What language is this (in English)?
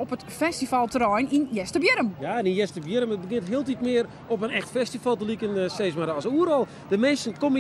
Western Frisian